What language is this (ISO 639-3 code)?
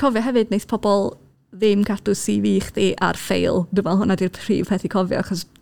cym